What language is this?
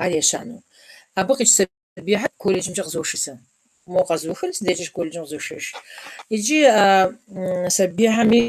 Kabardian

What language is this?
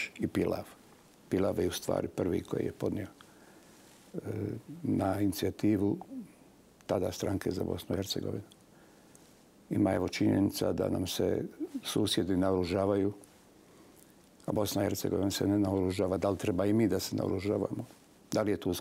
Bosnian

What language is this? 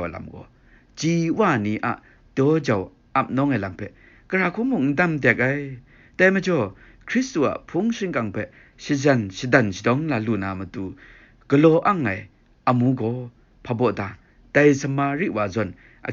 Kachin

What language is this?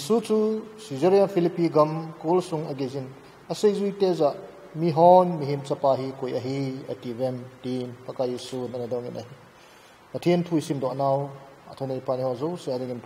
Thado Chin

